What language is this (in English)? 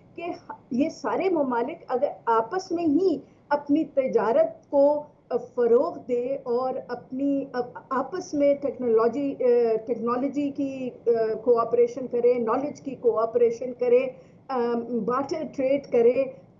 Urdu